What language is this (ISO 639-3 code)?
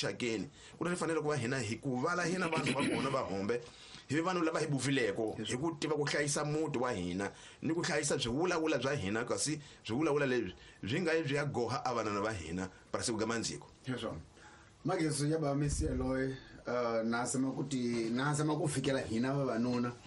tso